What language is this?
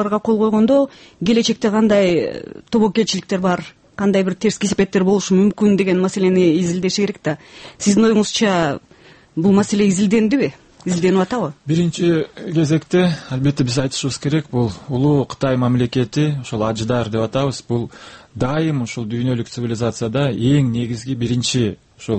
Kyrgyz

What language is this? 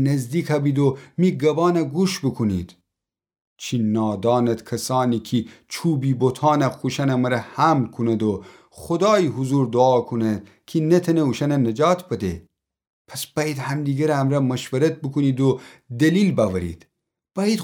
Gilaki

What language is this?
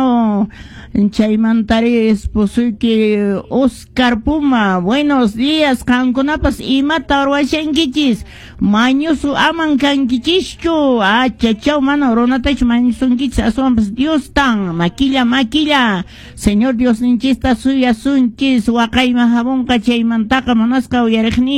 Quechua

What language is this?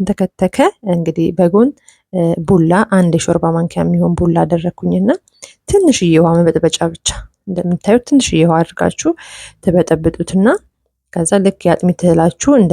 Amharic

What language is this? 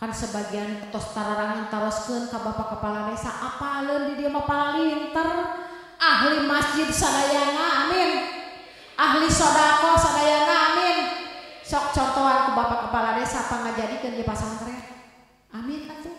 Sundanese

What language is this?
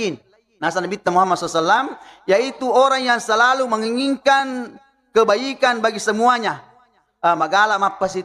Buginese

